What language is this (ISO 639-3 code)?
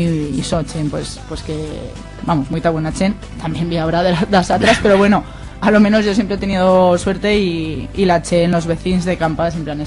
arg